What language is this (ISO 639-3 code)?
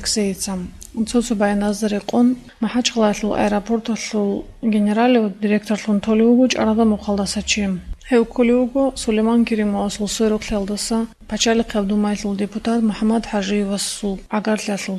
ava